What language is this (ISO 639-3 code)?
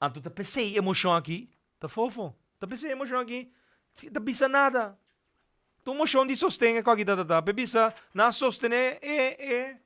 pap